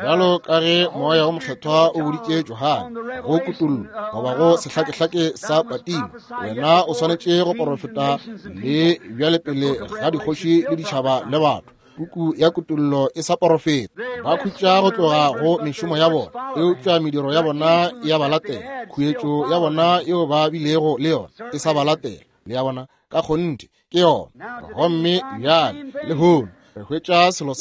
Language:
Northern Sotho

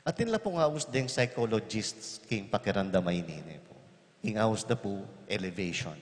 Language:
Pampanga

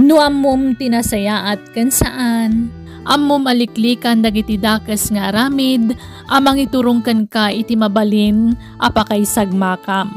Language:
Iloko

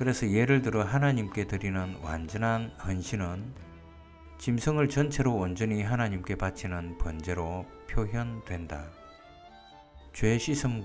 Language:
Korean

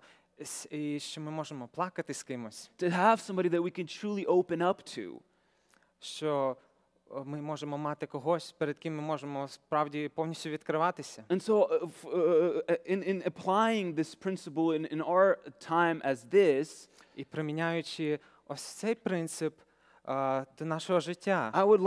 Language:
Ukrainian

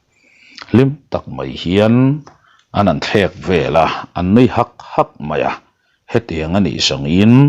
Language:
Mizo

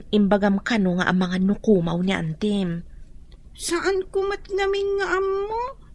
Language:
Iloko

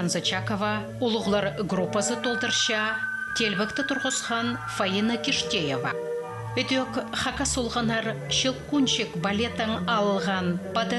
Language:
Khakas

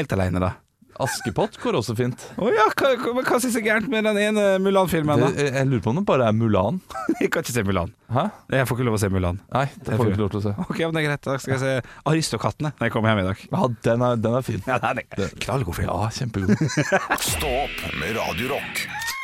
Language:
Norwegian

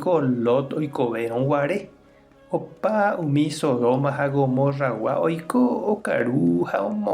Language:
Guarani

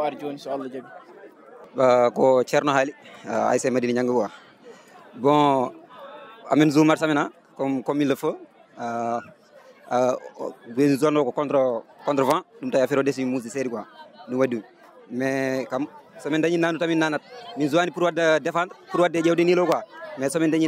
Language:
Fula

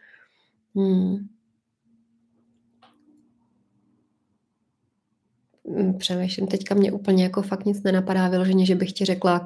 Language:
Czech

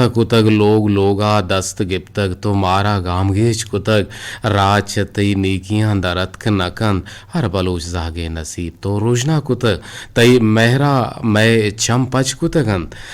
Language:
Eastern Balochi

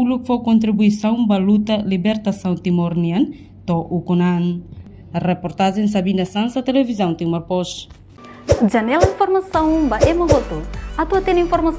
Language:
Tetum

